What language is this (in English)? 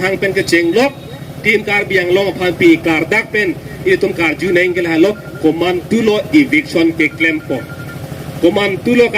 Karbi